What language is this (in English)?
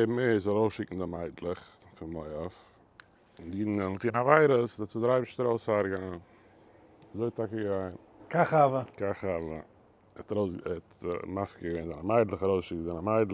Yiddish